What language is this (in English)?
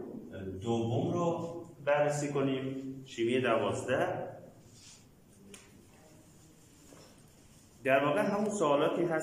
Persian